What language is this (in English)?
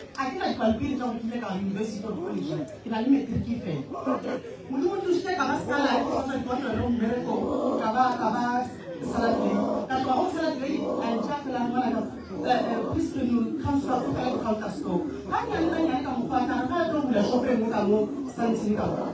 Northern Sotho